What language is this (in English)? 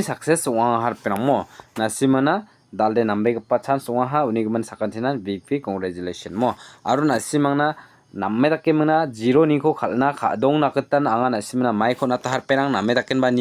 Garo